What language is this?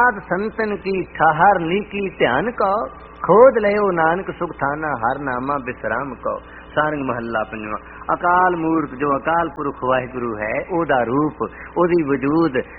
Punjabi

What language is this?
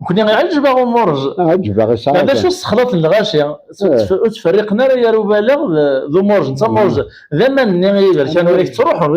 Kabyle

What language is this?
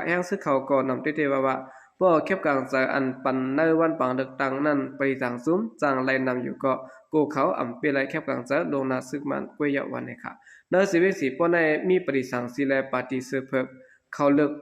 Shan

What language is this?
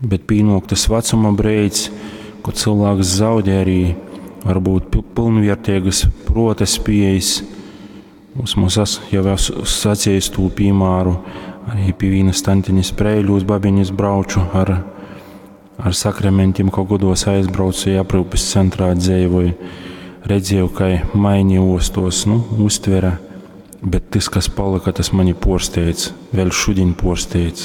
Latgalian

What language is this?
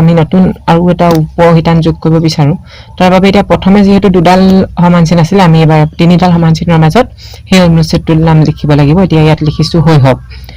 Assamese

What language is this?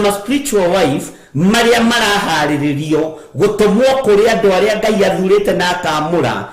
Kikuyu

